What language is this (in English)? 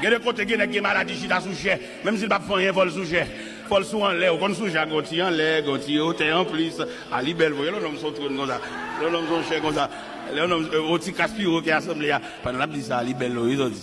Haitian Creole